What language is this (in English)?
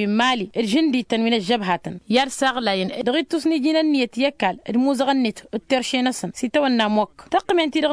Tamasheq